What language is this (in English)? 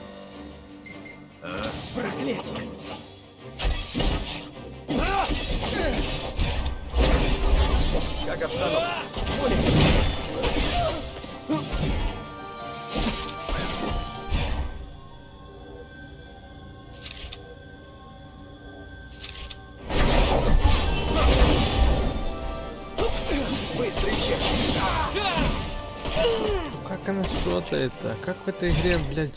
Russian